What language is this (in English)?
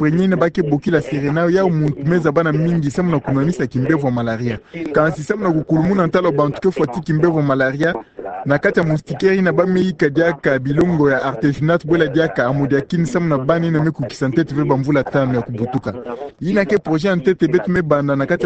Kituba (Democratic Republic of Congo)